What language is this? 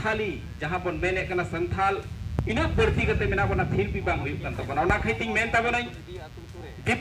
Santali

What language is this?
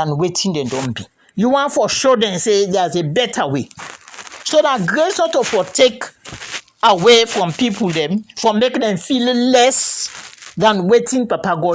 Krio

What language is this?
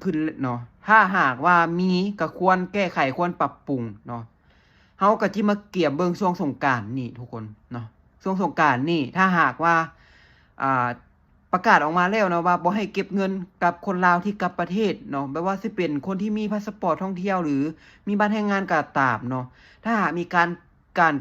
Lao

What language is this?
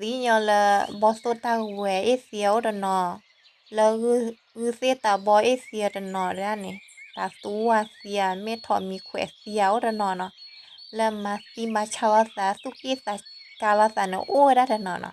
S'gaw Karen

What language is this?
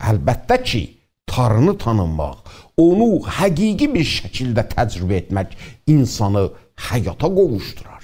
South Azerbaijani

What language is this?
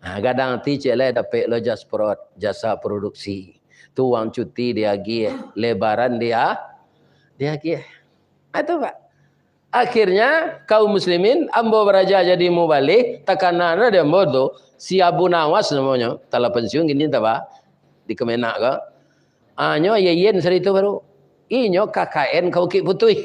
Minangkabau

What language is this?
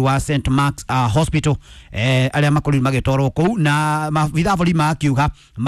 Kikuyu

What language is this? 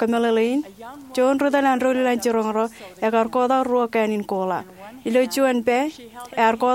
Marshallese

